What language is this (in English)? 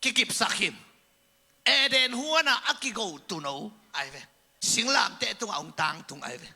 Tedim Chin